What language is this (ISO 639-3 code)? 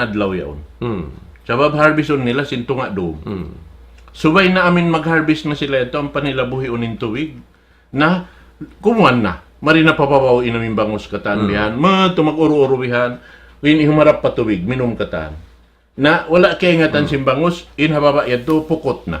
tsg